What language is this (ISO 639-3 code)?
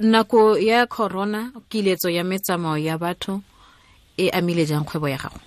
tsn